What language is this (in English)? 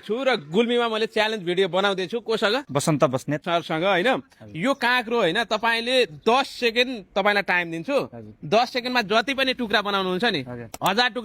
Nepali